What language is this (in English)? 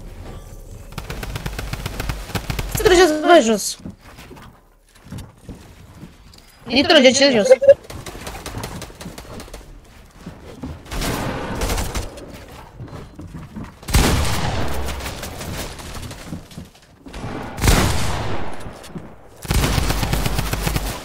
Romanian